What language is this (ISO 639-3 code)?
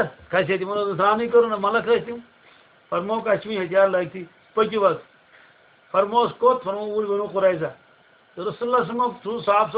kas